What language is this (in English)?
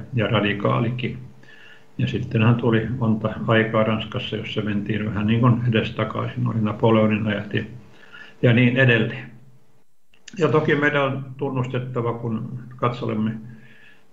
Finnish